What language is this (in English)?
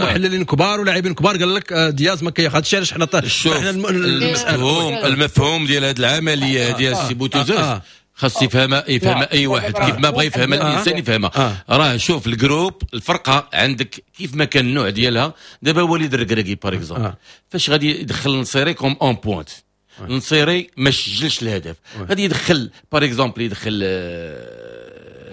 Moroccan Arabic